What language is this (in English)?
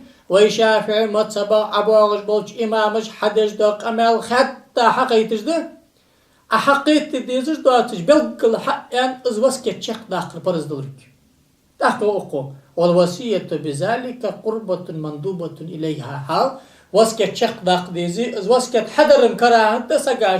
Ingush